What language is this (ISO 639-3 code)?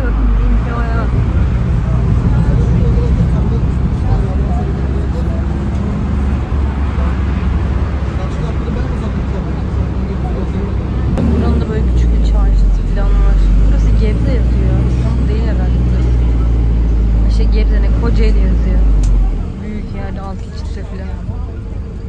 tur